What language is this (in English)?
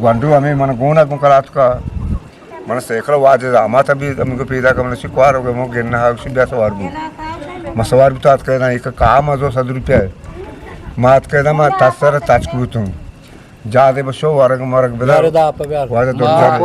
Eastern Balochi